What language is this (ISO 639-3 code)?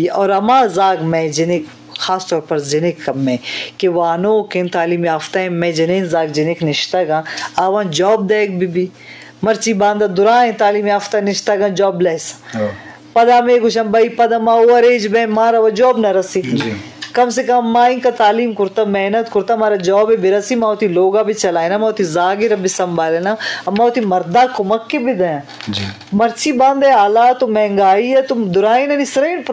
bgp